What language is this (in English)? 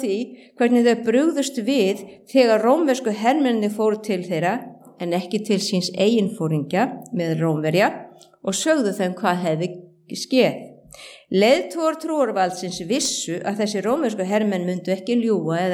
Icelandic